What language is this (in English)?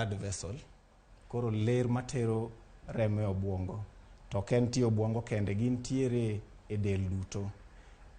Luo (Kenya and Tanzania)